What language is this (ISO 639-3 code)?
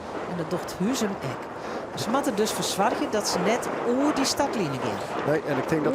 fry